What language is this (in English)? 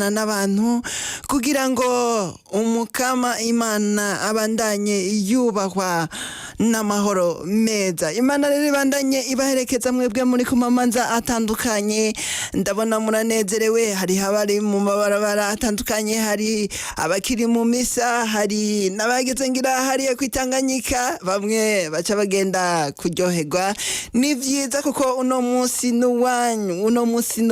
Rundi